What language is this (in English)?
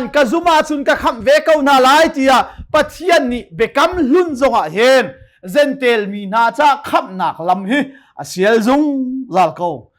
Hakha Chin